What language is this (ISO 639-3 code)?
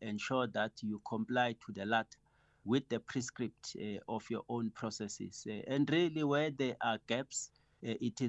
eng